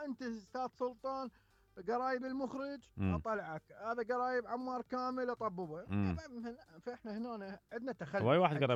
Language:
Mesopotamian Arabic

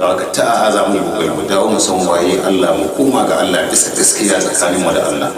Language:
Hausa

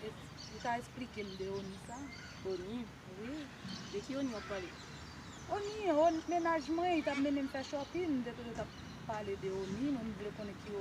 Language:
Haitian Creole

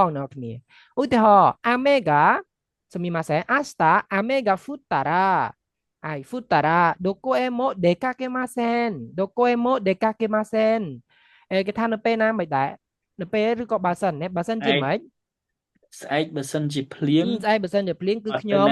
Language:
Khmer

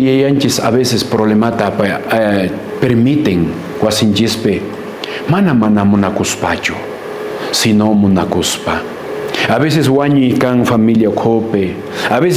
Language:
Quechua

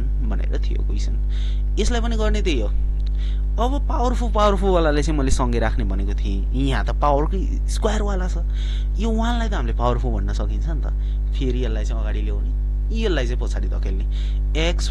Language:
Nepali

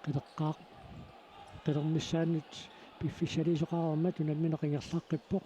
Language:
Kalaallisut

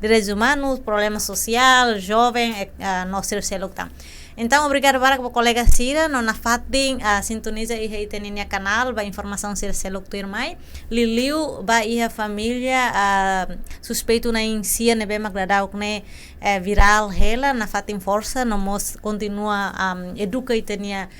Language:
Tetum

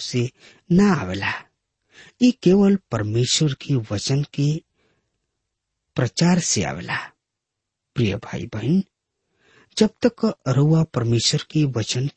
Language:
Bhojpuri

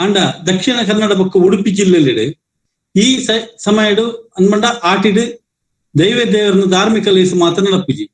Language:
Tulu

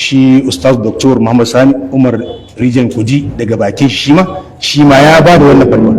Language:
Hausa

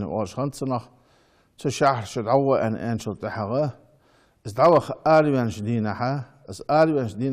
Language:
Ingush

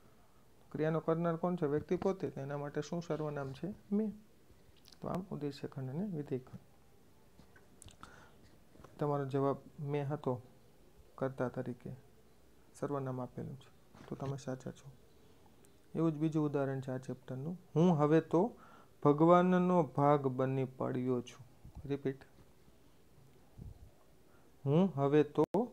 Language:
Gujarati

